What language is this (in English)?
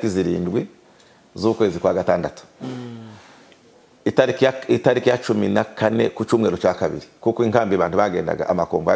Kinyarwanda